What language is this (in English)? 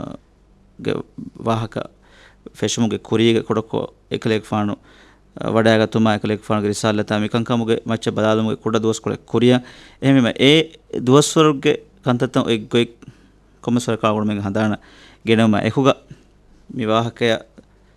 Divehi